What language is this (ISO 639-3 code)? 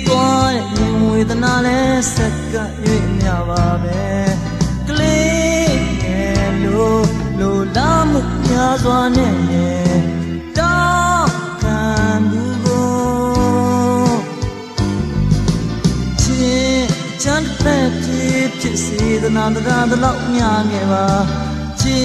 mya